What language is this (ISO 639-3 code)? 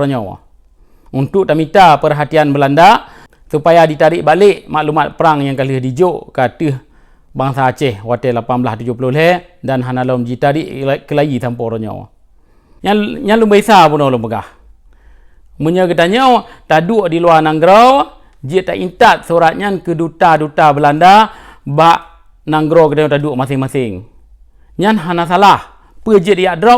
ace